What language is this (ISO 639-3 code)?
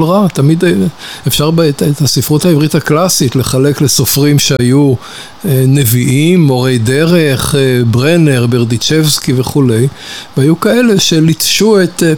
heb